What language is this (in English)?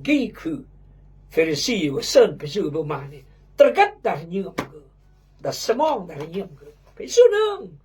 Khmu